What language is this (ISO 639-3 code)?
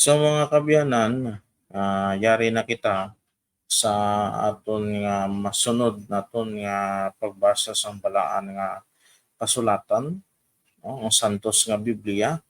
hil